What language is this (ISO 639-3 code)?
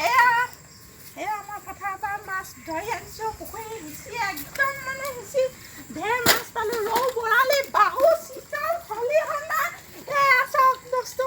asm